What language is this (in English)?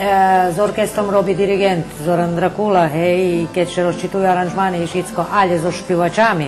Rusyn